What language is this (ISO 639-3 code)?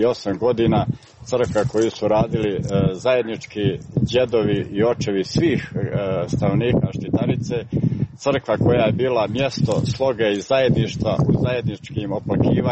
hrv